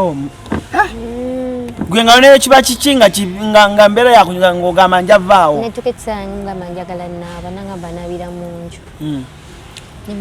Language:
Ganda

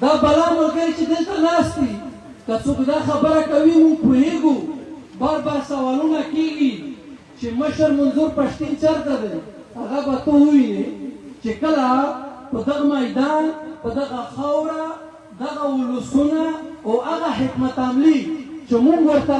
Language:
Pashto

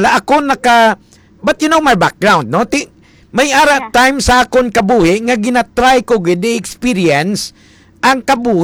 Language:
Hiligaynon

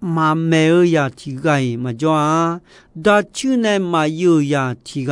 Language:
Akha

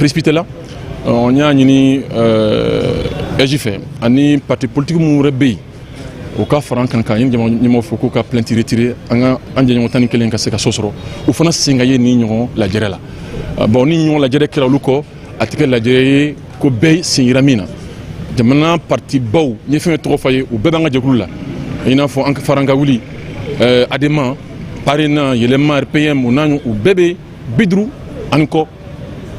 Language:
Bambara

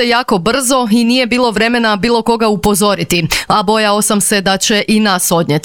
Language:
Croatian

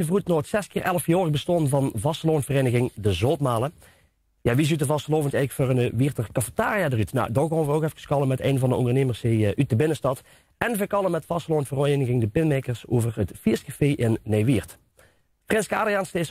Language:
Limburgish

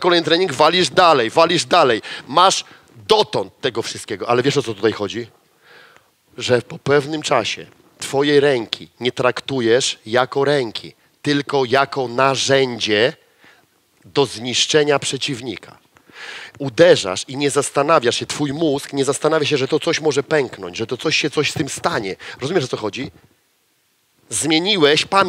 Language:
Polish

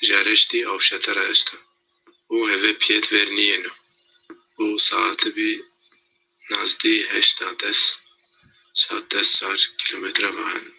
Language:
Zaza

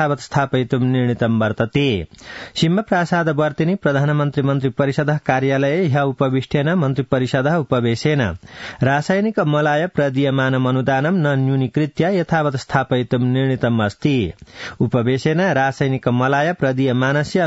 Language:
Sanskrit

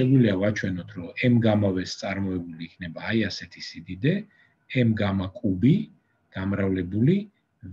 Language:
Georgian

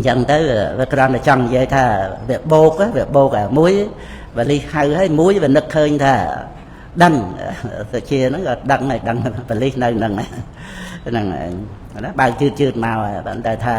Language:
Khmer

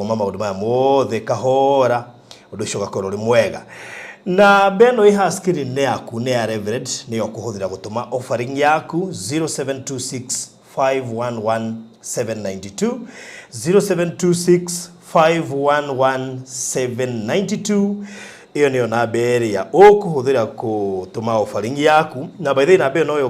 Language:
Kikuyu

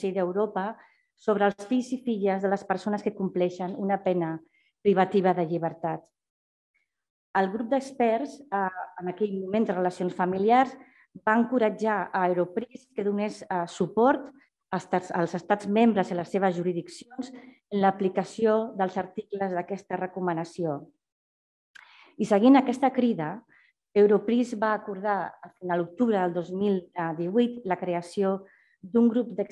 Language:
Catalan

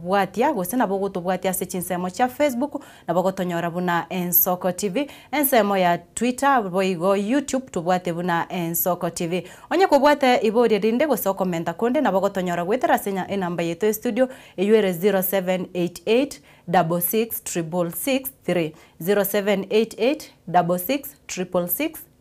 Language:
Gusii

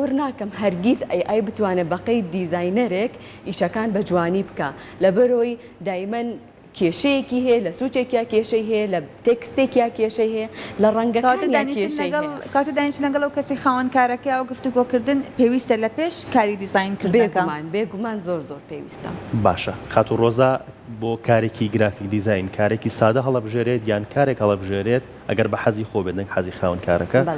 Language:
Central Kurdish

